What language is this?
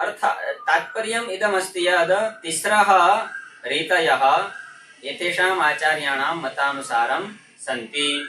Sanskrit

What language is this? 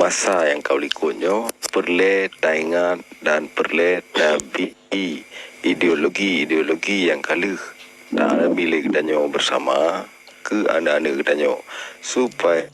Achinese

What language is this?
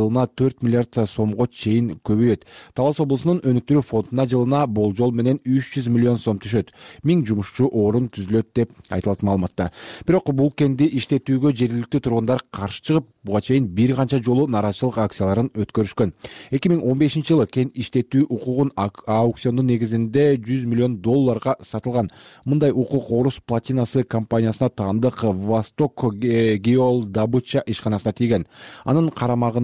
Kyrgyz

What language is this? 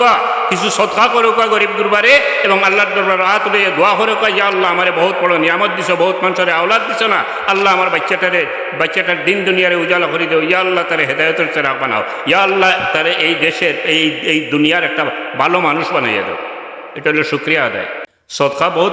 Sylheti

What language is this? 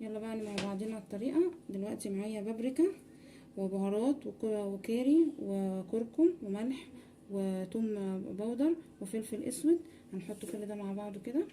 Egyptian Arabic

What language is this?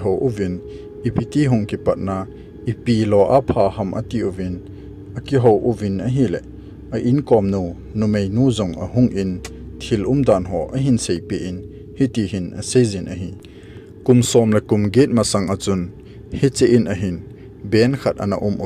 Thado Chin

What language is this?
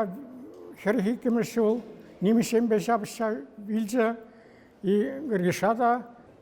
Chuvash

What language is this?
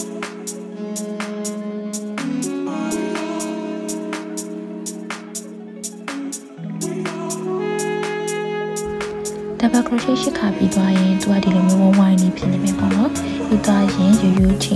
Burmese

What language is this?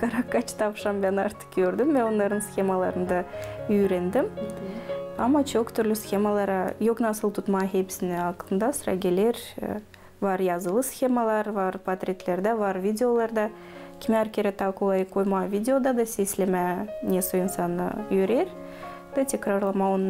Gagauz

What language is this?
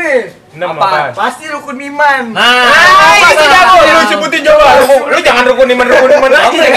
Betawi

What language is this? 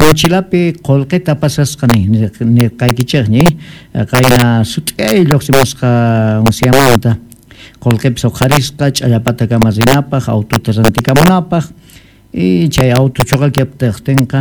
Quechua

